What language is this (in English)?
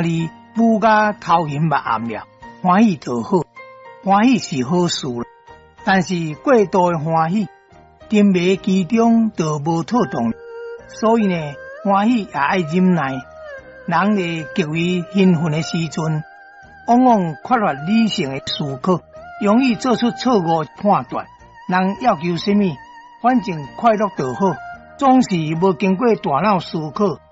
Min Nan Chinese